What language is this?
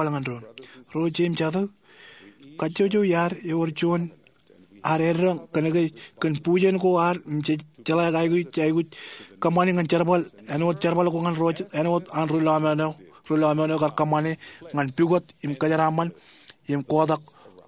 Marshallese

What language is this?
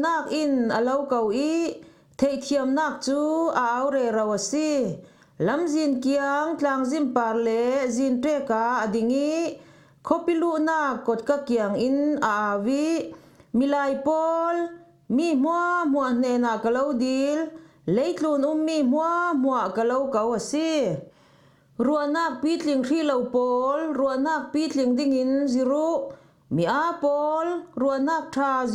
Falam Chin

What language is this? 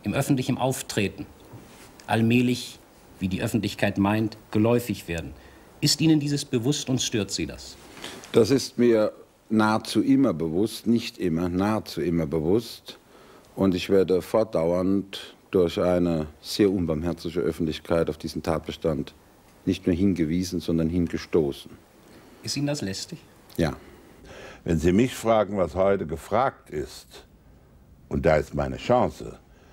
German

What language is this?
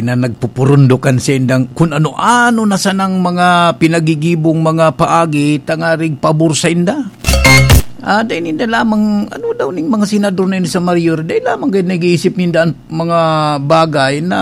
Bikol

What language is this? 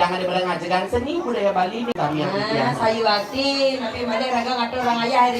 Balinese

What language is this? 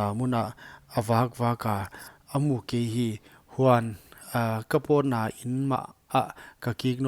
Paite Chin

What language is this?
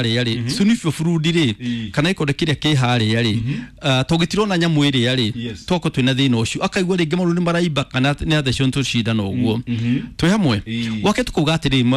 Kikuyu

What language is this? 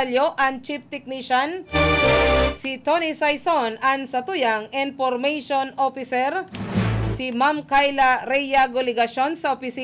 Bikol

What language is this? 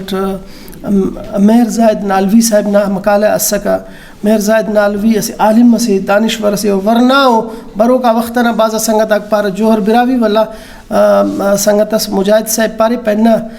Brahui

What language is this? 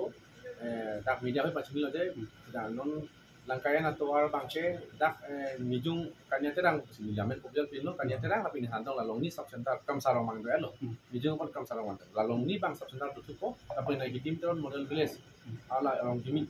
Karbi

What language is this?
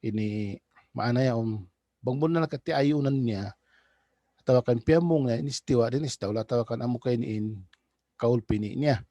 Tausug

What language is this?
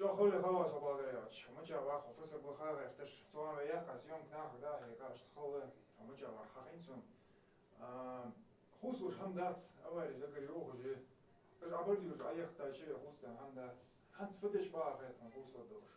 Ingush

